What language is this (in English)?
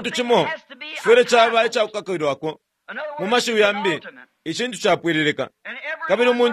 Bemba